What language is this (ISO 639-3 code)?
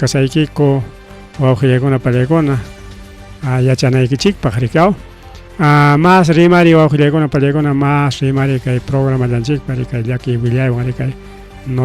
quy